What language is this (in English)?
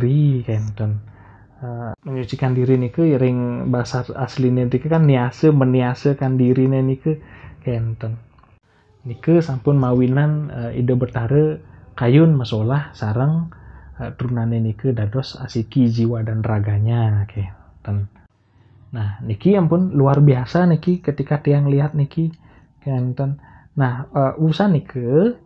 Balinese